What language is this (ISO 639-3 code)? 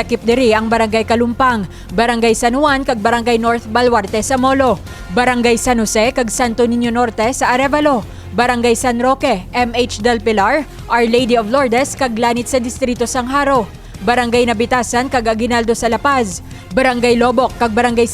hil